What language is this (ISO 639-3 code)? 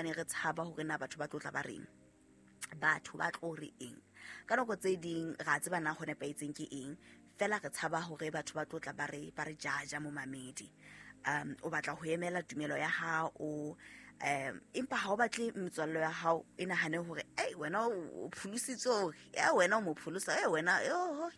sot